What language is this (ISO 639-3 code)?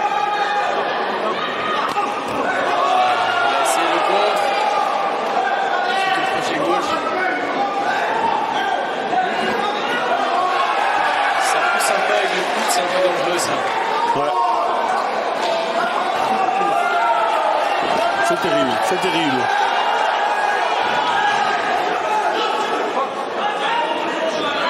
fra